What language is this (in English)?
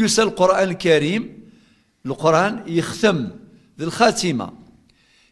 Kabyle